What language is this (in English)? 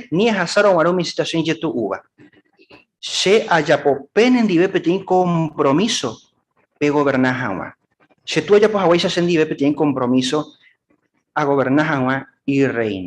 Guarani